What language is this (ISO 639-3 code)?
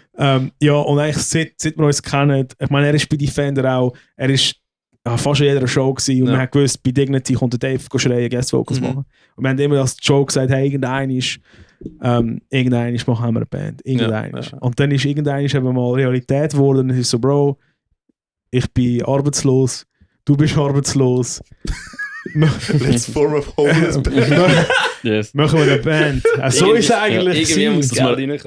gsw